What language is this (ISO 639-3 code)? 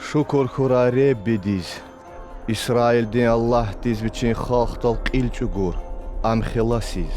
lez